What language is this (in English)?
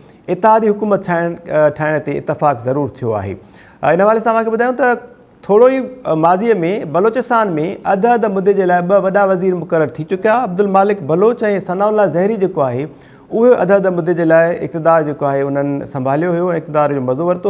Sindhi